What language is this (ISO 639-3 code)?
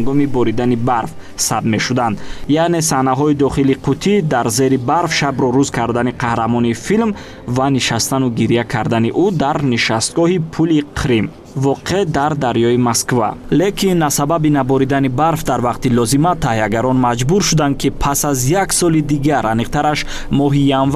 tgk